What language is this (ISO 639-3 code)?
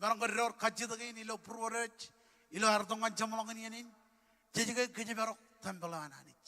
mah